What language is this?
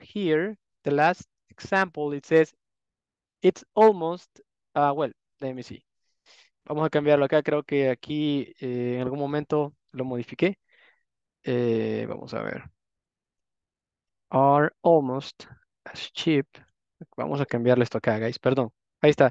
Spanish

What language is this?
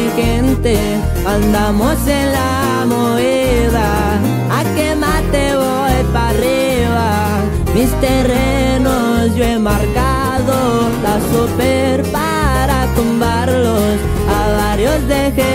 Spanish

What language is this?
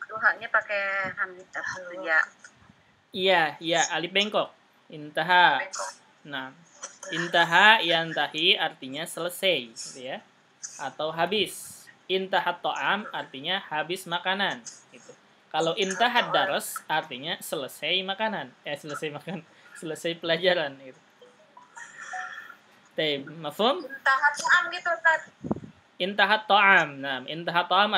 Indonesian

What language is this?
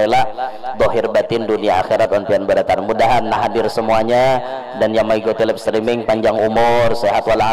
Banjar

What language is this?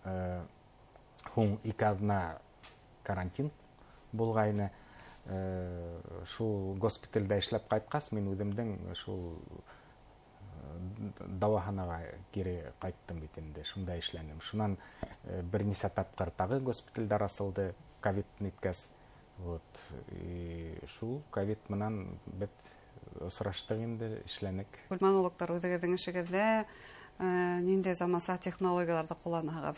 Bashkir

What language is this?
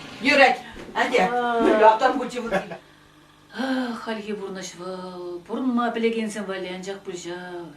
Chuvash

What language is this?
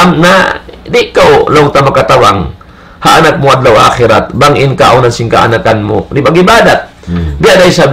Tausug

